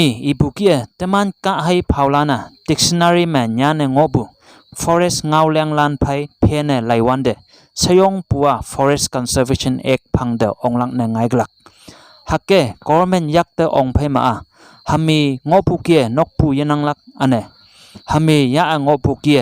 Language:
Konyak Naga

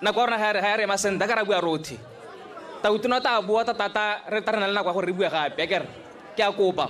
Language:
Tswana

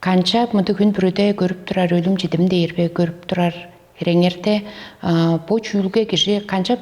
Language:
Tuvinian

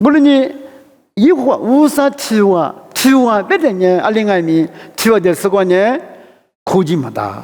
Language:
Lisu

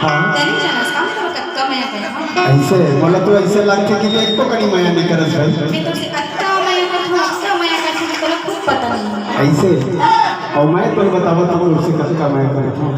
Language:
Chhattisgarhi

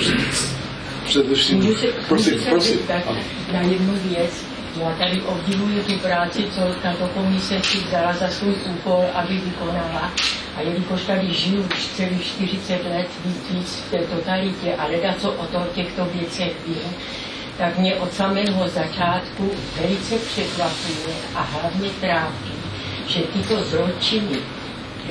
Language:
Czech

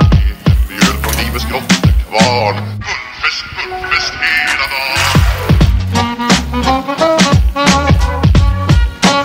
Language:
Swedish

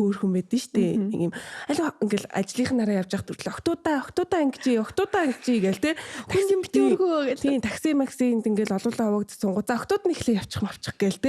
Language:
Mongolian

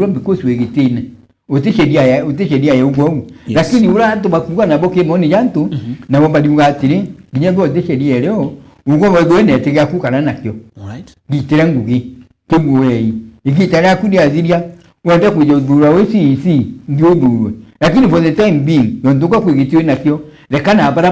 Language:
Meru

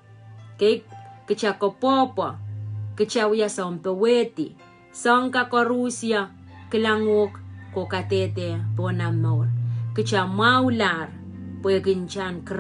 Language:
Pohnpeian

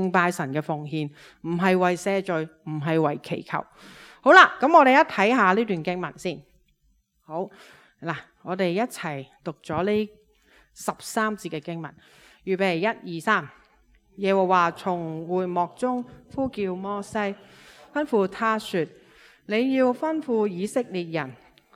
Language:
Cantonese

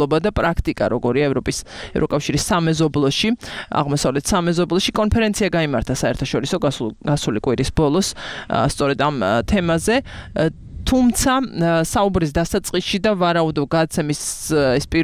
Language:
Georgian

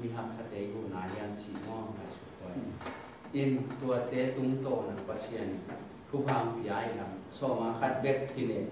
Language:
Tedim Chin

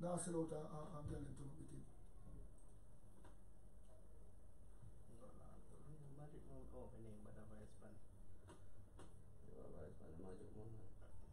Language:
English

